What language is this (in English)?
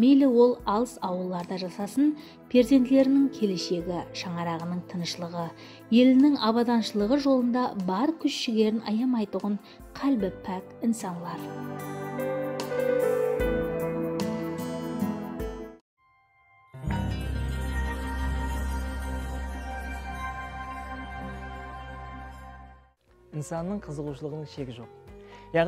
Kara-Kalpak